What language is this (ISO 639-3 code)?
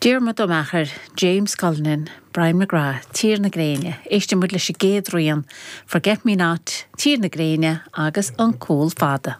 gle